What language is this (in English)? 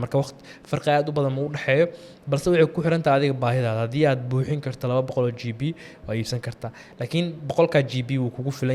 Somali